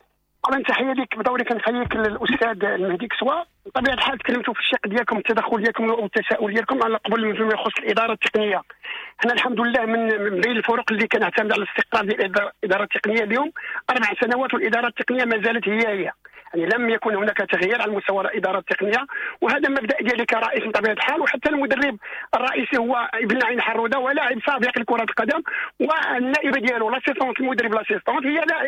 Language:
Moroccan Arabic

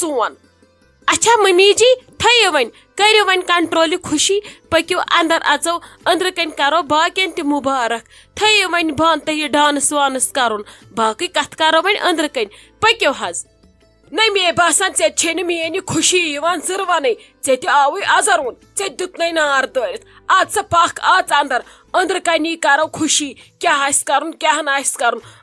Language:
Kashmiri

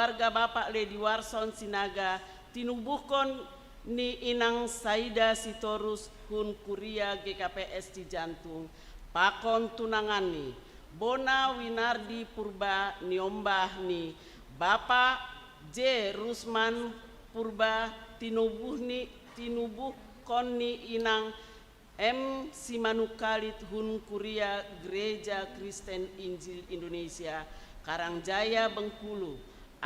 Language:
Batak Simalungun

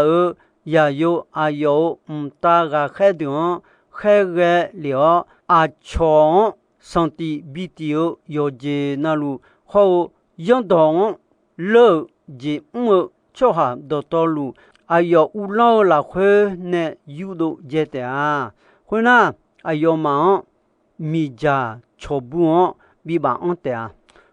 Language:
Akha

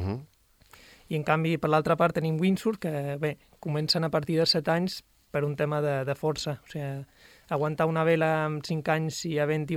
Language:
Catalan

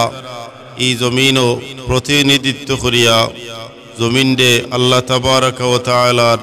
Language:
Sylheti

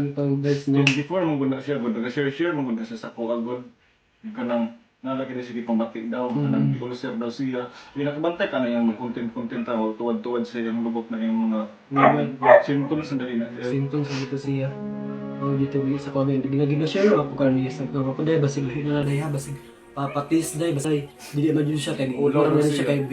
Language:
Cebuano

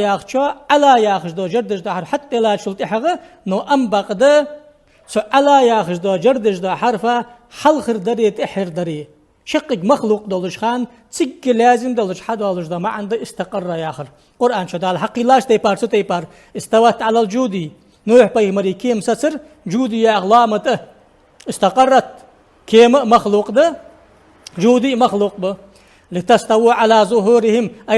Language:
Ingush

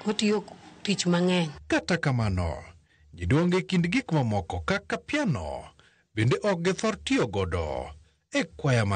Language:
Luo (Kenya and Tanzania)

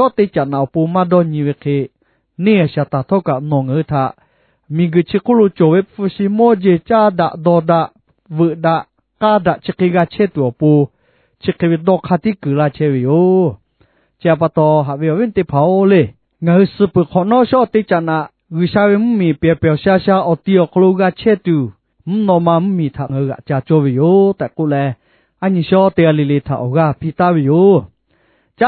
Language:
Lahu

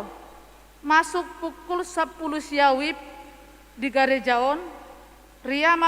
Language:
Batak Toba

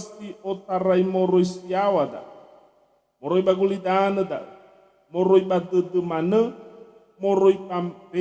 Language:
Nias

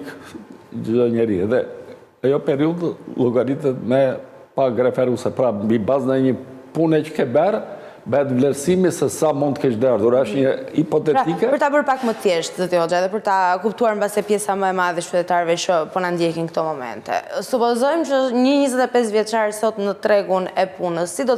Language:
Albanian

